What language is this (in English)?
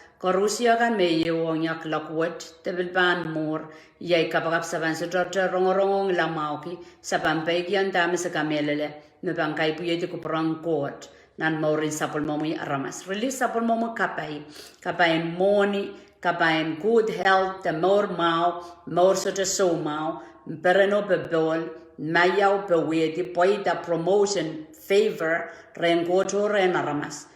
Pohnpeian